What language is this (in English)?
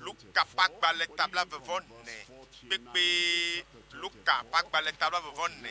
Ewe